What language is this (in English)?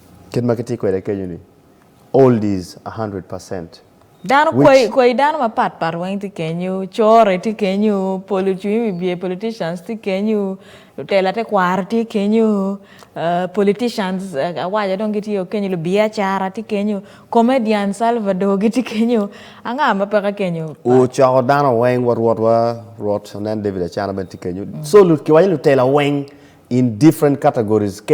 Acoli